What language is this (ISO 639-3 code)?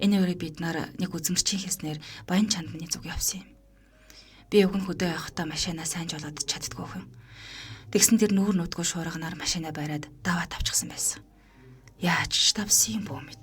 mon